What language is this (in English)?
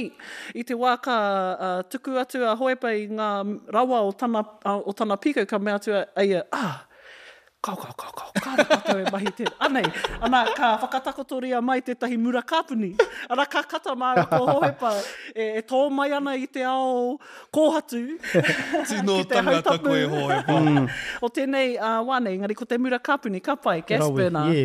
Māori